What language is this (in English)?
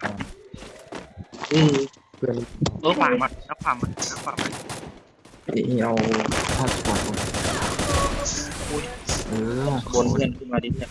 Lao